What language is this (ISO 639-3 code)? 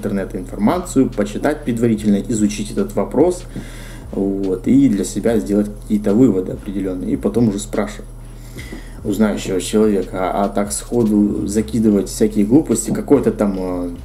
rus